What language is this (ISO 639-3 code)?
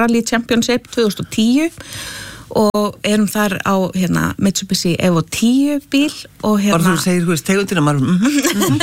isl